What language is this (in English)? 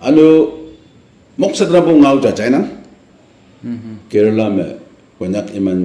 Naga Pidgin